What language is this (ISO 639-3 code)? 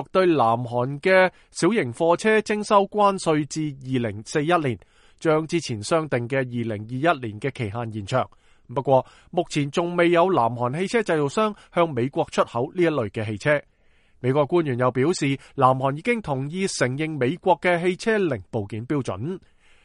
yue